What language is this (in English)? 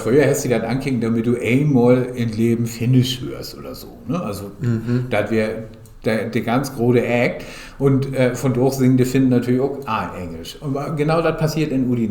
Low German